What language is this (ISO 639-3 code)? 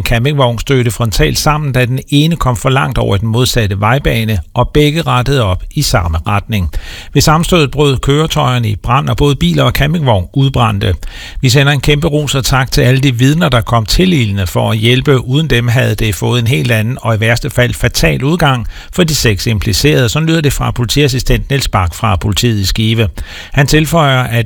dan